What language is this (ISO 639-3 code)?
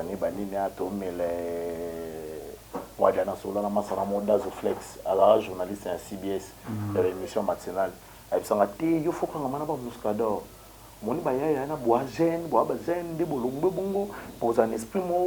lin